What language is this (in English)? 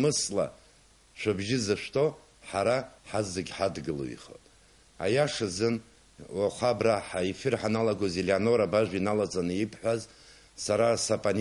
Abkhazian